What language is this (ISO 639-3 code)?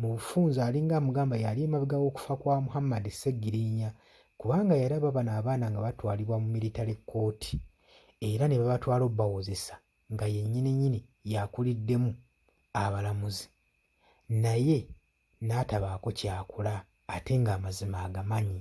lug